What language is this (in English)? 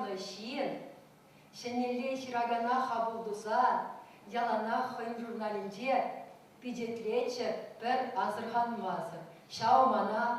Chuvash